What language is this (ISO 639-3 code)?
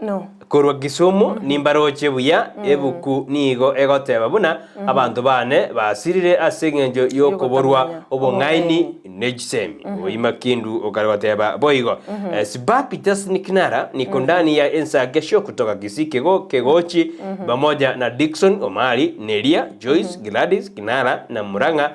guz